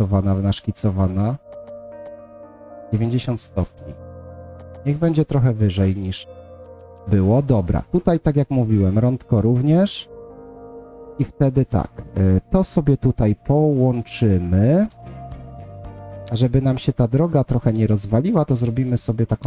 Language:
Polish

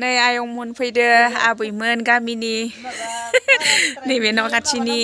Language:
Bodo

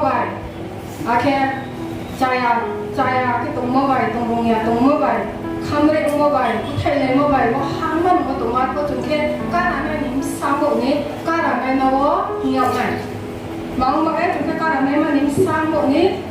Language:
Riang (India)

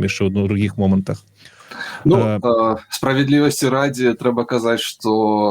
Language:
Belarusian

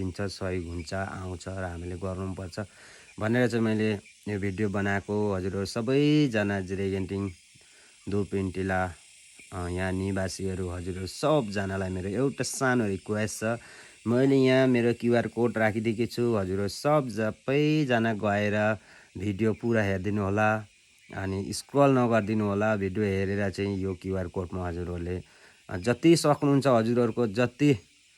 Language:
Nepali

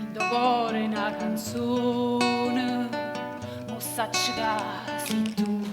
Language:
Neapolitan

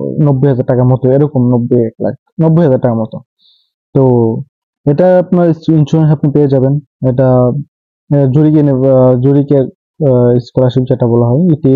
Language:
Bangla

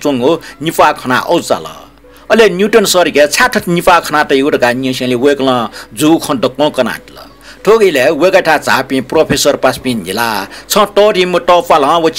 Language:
Newari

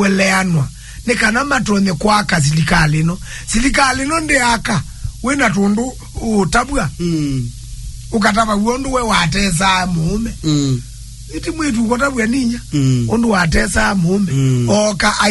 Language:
Kamba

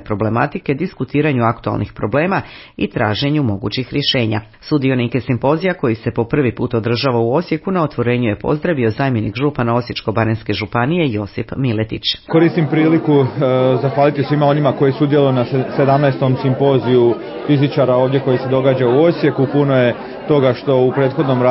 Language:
Croatian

